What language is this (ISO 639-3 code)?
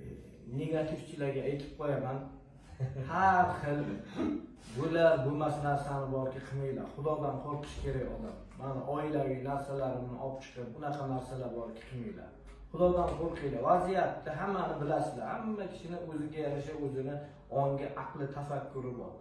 uzb